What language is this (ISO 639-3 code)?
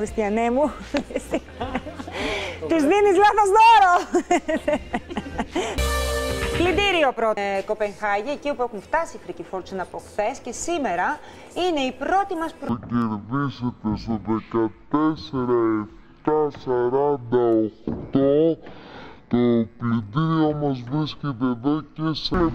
ell